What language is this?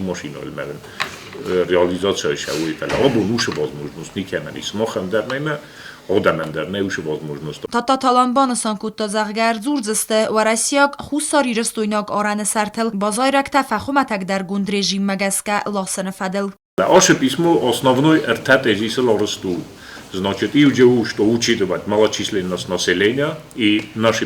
Ossetic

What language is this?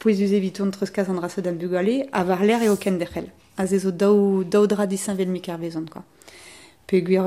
Breton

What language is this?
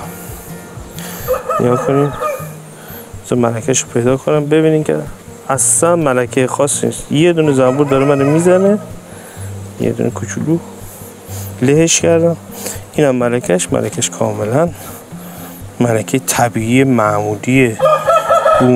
Persian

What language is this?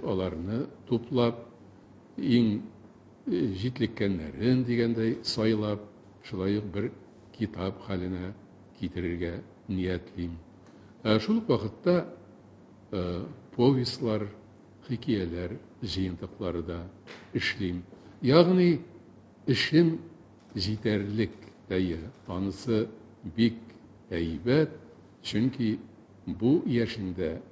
Tatar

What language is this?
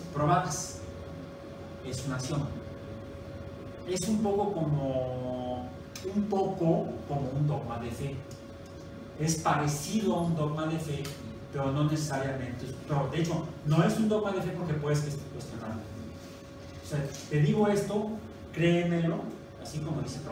Spanish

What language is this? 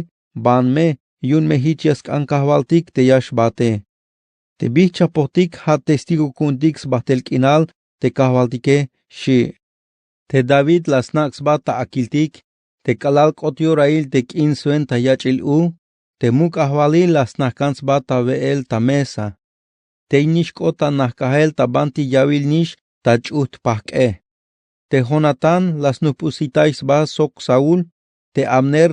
Tzeltal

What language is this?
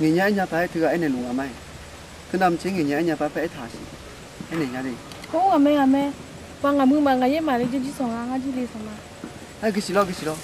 Akha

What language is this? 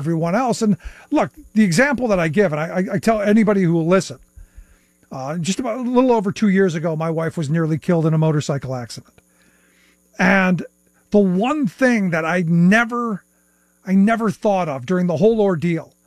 English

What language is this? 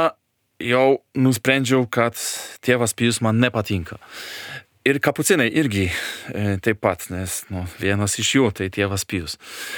Lithuanian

